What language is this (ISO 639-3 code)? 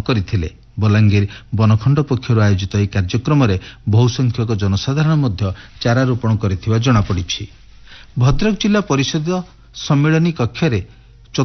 ori